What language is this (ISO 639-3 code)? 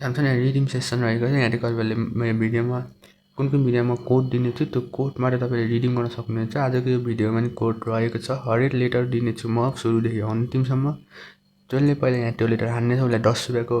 nep